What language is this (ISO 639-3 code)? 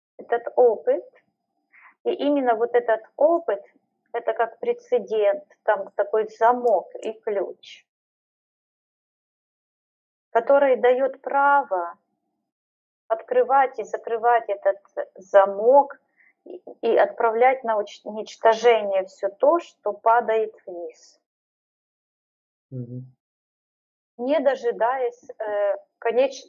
rus